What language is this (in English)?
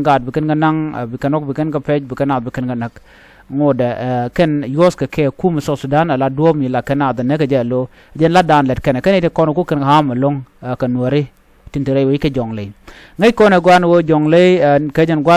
Nuer